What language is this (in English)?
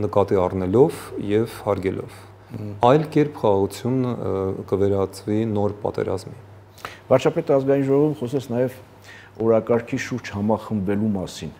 Armenian